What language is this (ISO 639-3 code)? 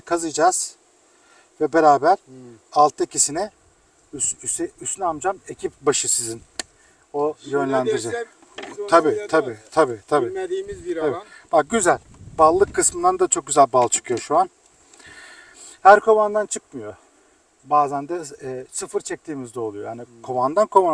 tur